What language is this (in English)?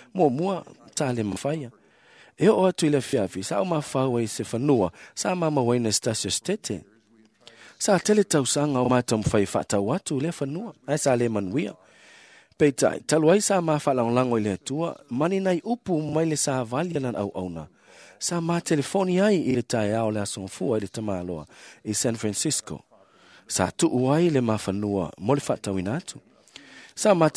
Samoan